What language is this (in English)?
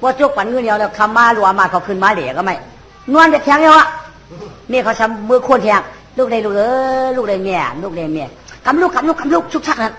Shan